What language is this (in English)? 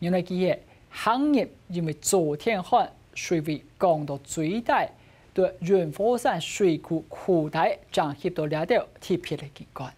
Hakka Chinese